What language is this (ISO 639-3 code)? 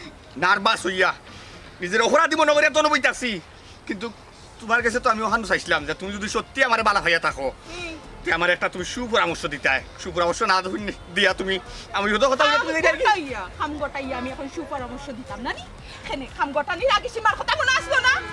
syl